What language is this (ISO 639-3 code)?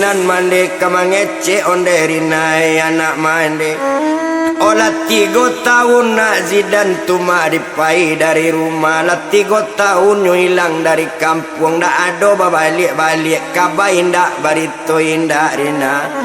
min